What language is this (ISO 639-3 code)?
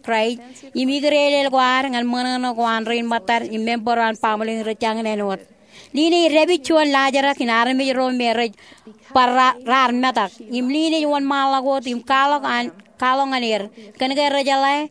mah